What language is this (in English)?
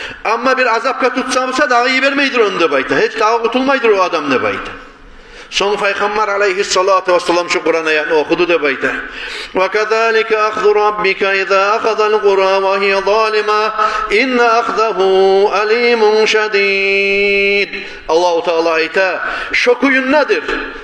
Kumyk